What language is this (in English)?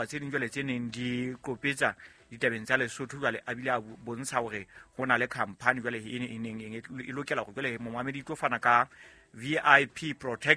Southern Sotho